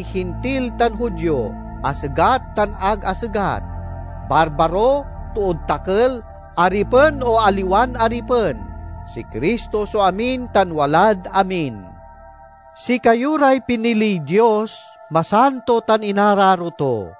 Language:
Pangasinan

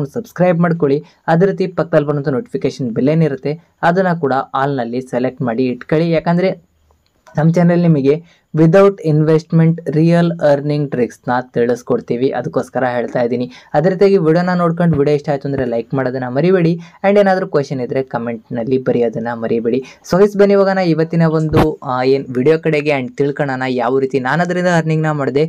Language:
Kannada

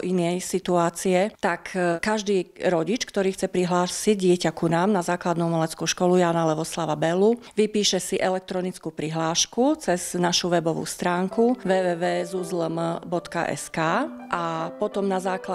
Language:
Slovak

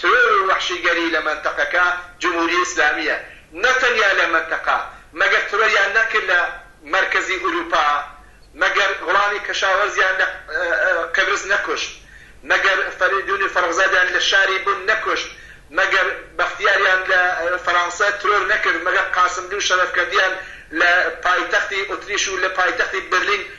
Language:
Central Kurdish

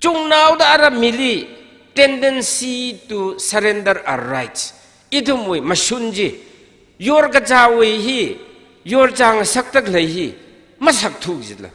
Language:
Tangkhul Naga (India)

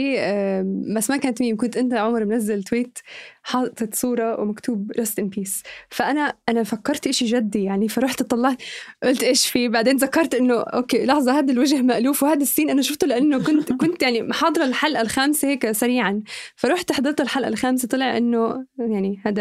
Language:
North Levantine Arabic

